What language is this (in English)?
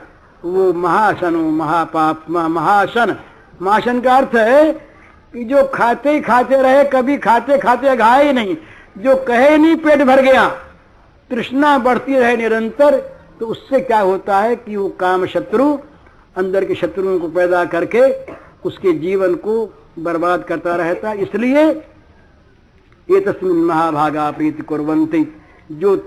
Hindi